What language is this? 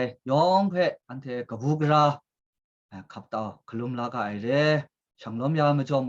Kachin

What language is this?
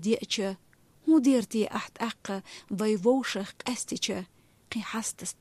Chechen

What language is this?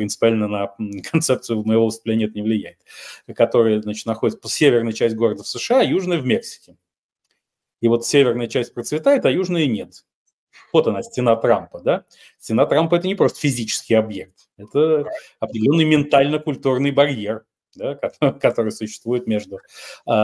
Russian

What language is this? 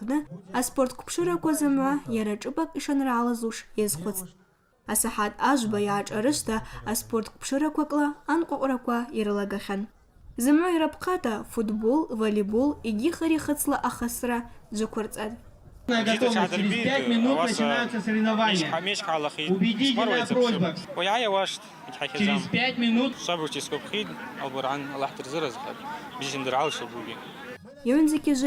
Abkhazian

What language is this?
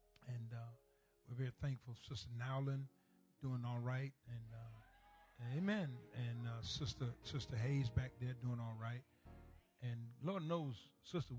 English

